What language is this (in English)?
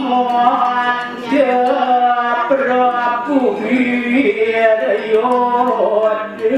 Balinese